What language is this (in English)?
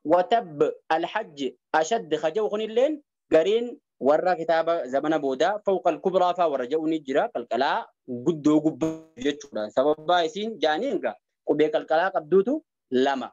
Oromo